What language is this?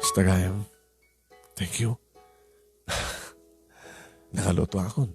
Iloko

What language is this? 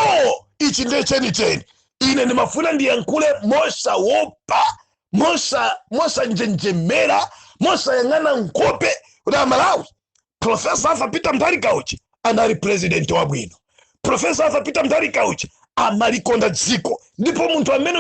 Nyanja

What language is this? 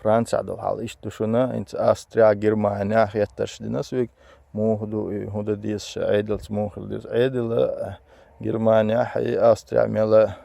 Chechen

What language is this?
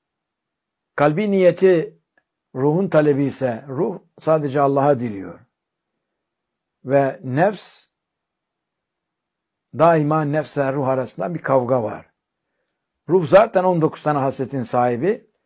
Turkish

